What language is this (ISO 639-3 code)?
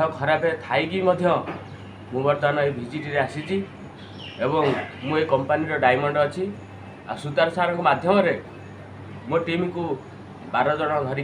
ori